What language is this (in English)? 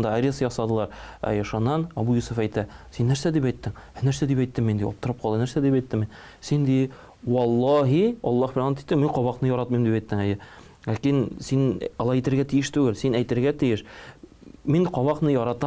Tatar